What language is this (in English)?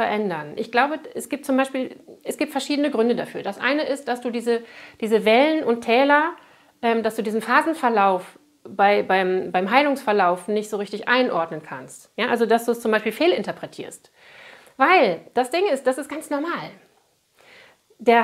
German